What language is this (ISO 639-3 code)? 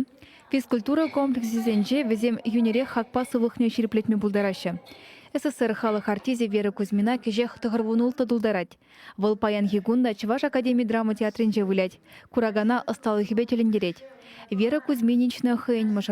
chv